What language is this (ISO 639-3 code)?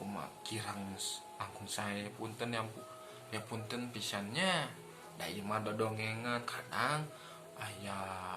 sun